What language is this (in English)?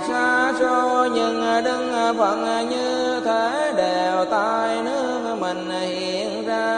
Vietnamese